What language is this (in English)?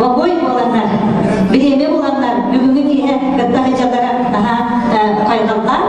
Yakut